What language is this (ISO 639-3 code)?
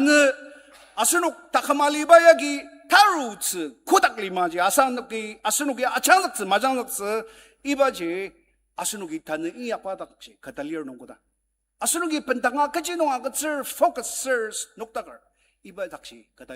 njo